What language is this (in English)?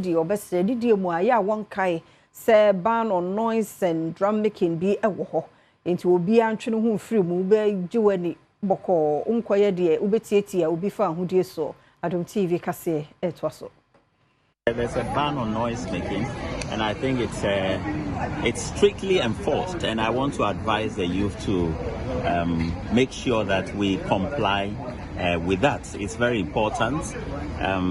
Akan